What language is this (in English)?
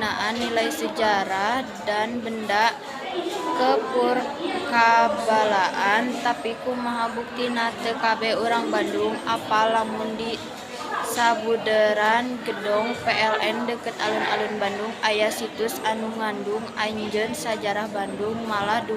Sundanese